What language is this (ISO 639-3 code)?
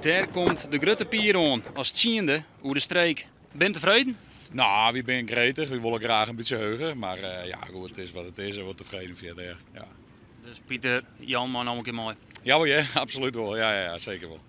fry